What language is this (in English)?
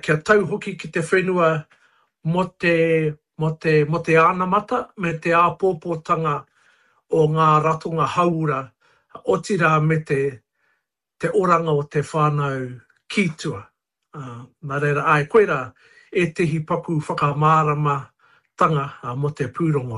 Māori